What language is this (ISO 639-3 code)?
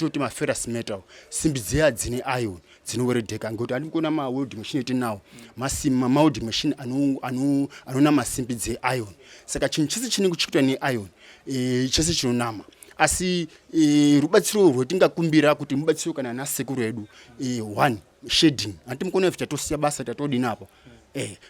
sna